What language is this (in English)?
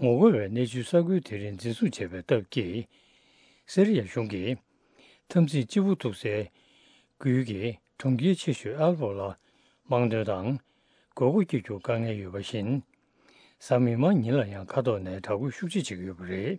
Tibetan